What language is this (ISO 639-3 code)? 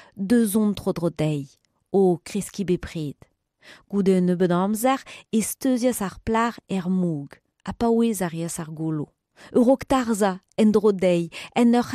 bre